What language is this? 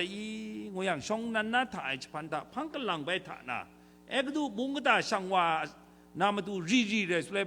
Kachin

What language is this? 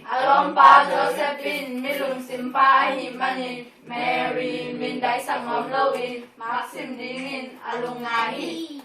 Tedim Chin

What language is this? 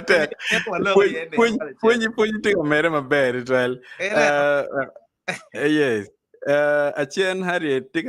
Acoli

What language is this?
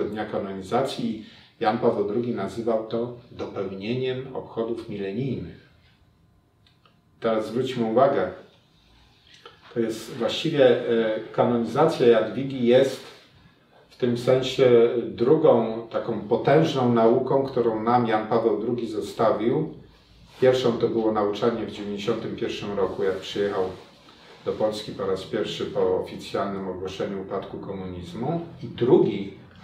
Polish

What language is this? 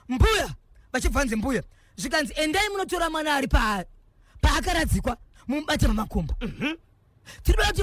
Shona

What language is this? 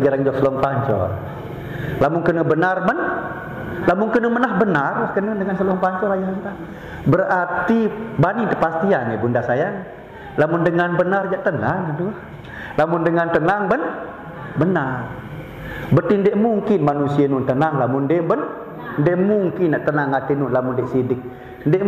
Sasak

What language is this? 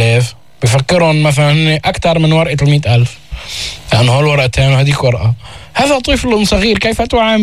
North Levantine Arabic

